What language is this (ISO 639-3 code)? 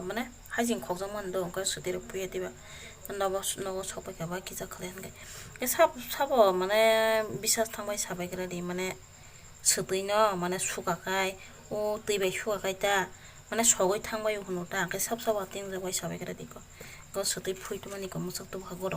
trp